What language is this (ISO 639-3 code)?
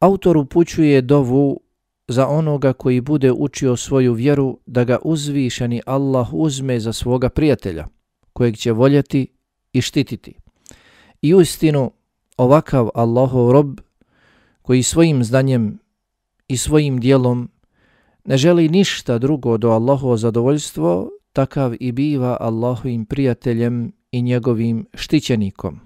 bos